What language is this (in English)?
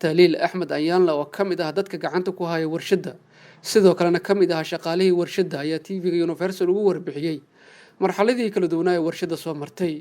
Somali